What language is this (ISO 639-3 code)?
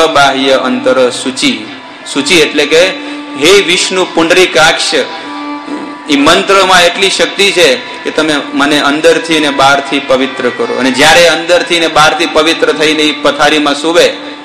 guj